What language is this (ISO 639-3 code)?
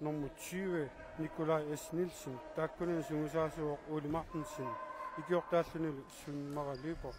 kal